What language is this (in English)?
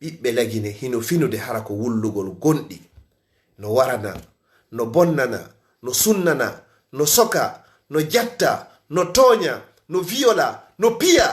Fula